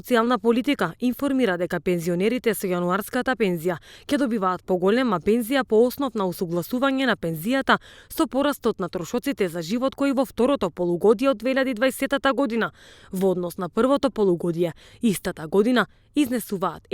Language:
Macedonian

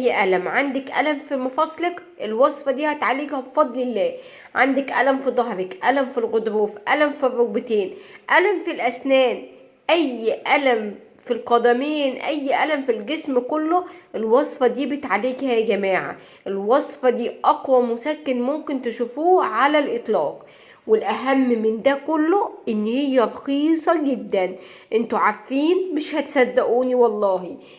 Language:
Egyptian Arabic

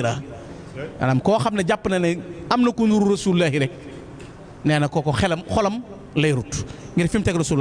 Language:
Wolof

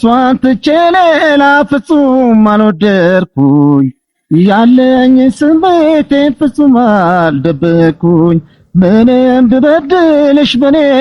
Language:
Amharic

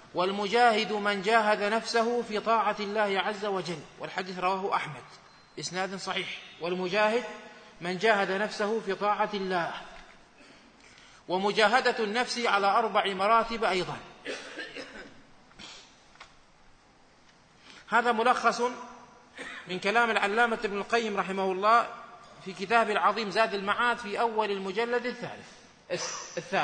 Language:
Arabic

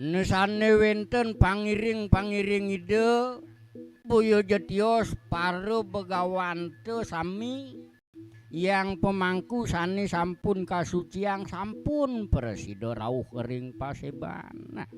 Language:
Balinese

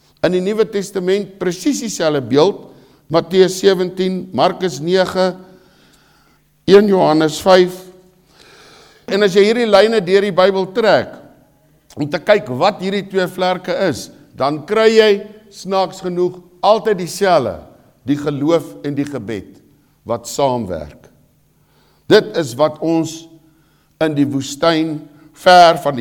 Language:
Afrikaans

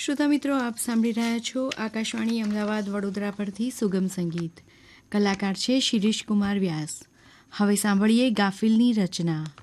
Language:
Gujarati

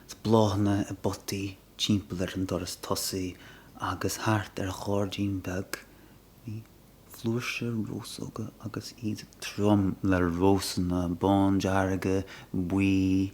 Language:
Irish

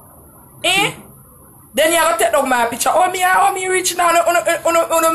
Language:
Jamaican Creole English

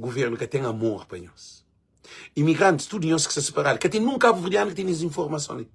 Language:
Kabuverdianu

